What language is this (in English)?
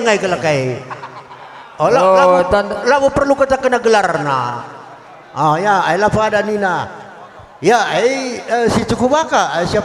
Batak Karo